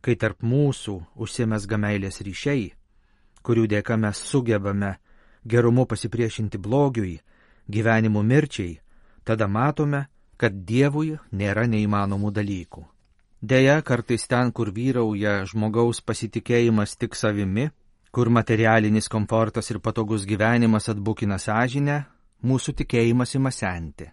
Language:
Lithuanian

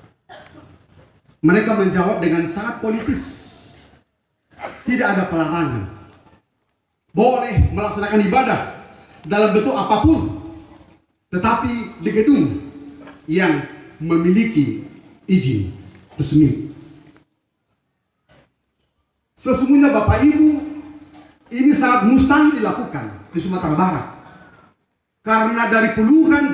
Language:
Indonesian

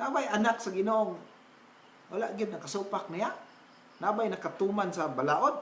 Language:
Cebuano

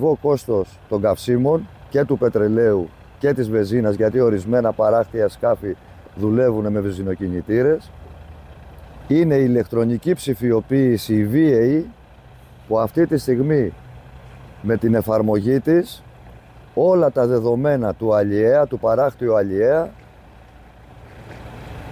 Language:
Greek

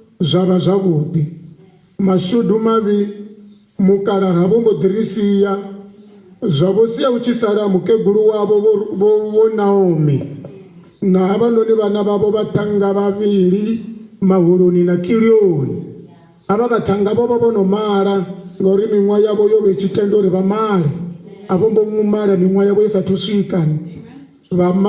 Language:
Venda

